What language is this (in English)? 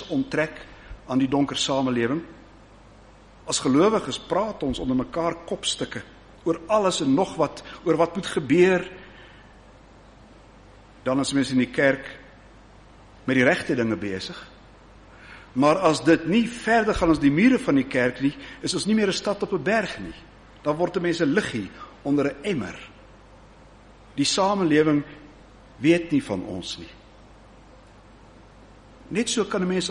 Afrikaans